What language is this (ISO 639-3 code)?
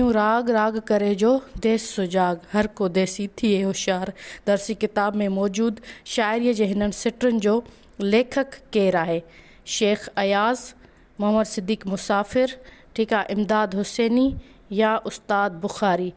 snd